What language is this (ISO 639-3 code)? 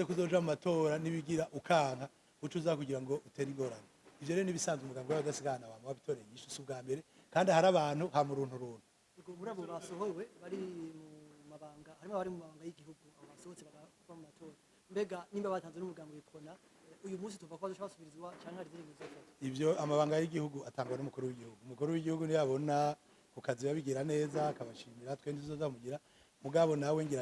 run